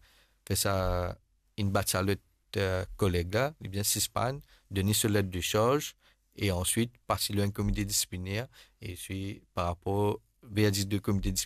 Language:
Morisyen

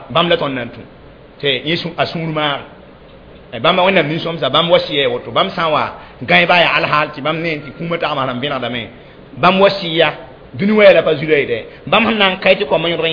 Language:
Mossi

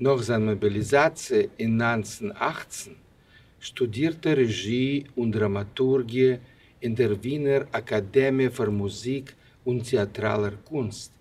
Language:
Yiddish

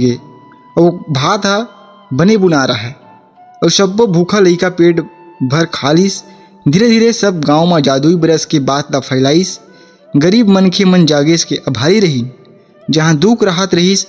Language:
Chhattisgarhi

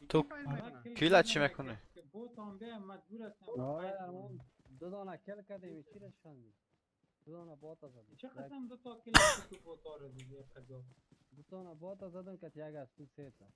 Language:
Persian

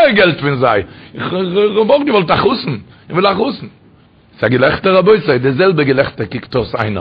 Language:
Yiddish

